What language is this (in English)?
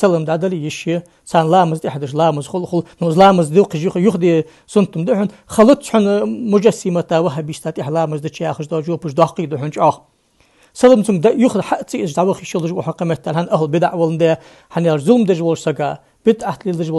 Ingush